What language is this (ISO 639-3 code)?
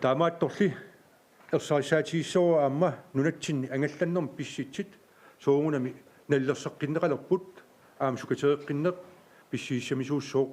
kal